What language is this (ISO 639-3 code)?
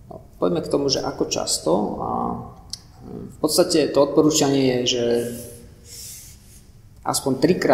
slk